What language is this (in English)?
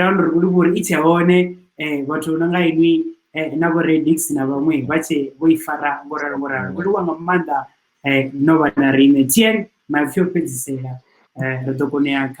Venda